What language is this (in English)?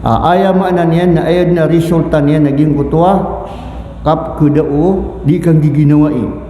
Maranao